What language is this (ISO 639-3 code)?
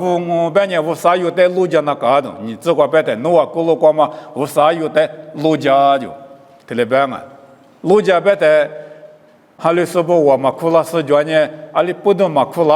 lis